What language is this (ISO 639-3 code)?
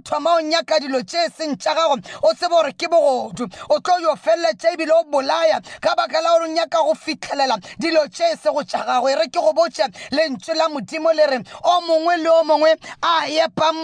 nso